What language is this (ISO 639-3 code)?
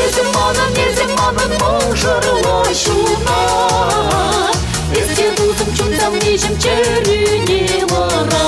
chv